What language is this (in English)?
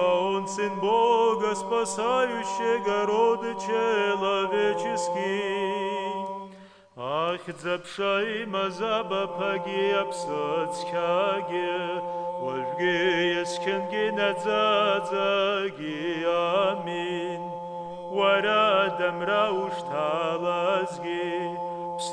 Abkhazian